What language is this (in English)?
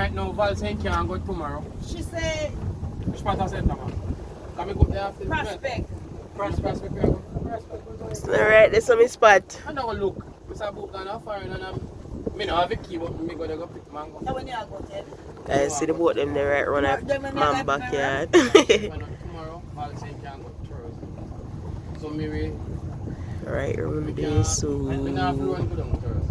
Jamaican Creole English